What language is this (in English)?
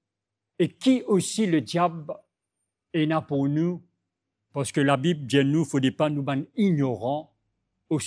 Morisyen